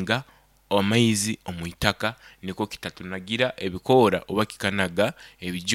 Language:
Nyoro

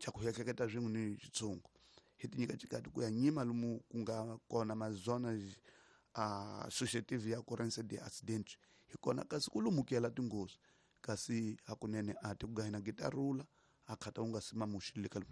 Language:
Tsonga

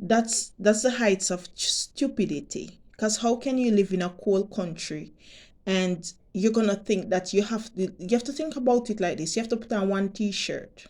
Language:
Jamaican Creole English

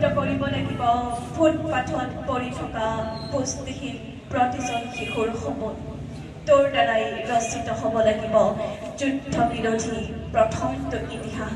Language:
Assamese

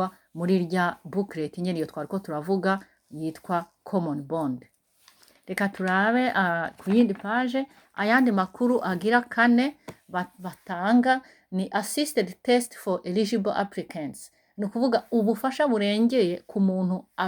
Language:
Rundi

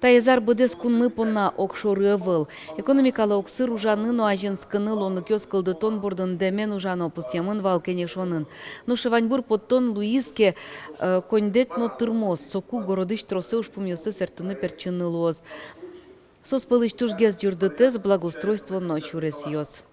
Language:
Udmurt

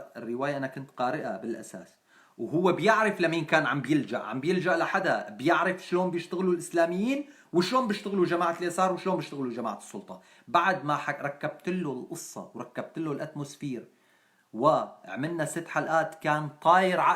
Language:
North Levantine Arabic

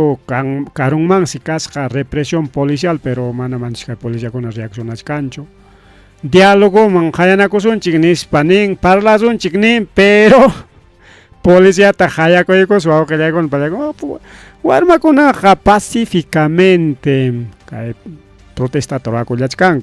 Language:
Ayacucho Quechua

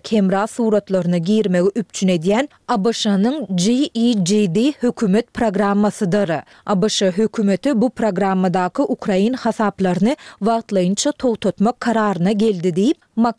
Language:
Turkmen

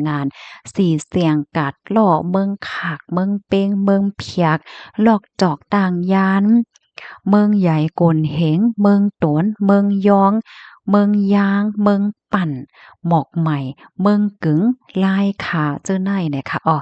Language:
Shan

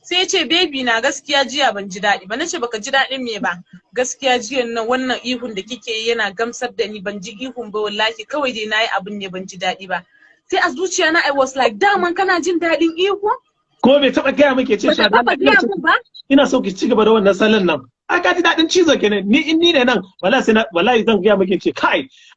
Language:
Hausa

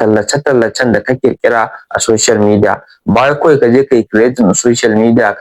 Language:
Hausa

